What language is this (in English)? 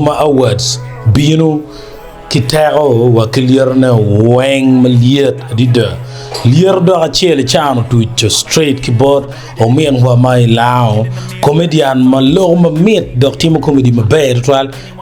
Acoli